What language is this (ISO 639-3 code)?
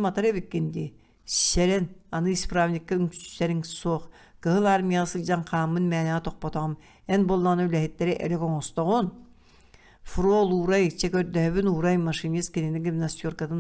sah